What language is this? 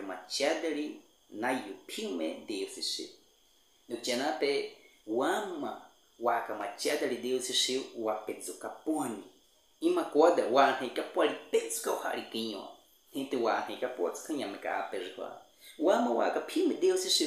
Baniwa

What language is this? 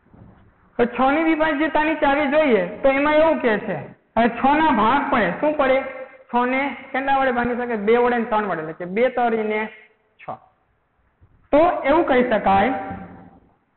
Gujarati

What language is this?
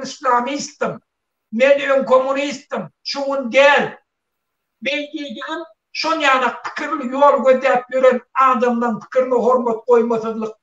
Turkmen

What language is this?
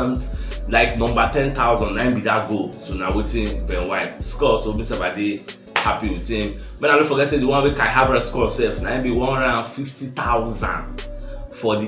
Nigerian Pidgin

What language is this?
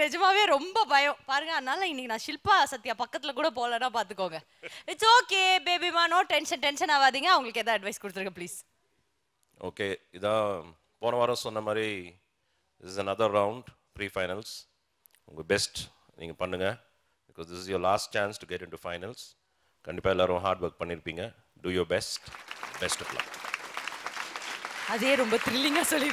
Tamil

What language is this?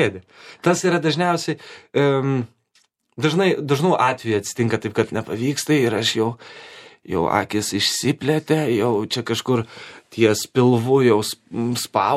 Lithuanian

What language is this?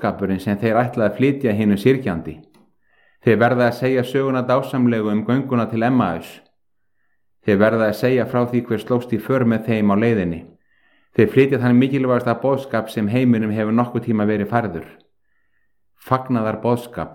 Icelandic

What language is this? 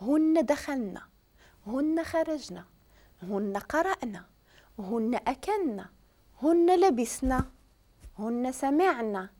Moroccan Arabic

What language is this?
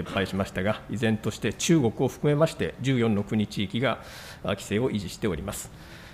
Japanese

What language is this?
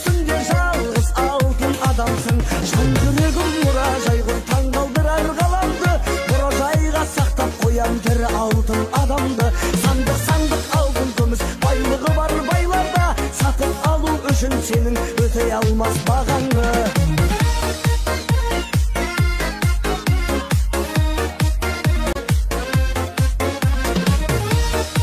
Kazakh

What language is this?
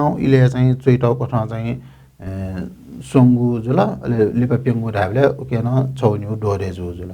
Newari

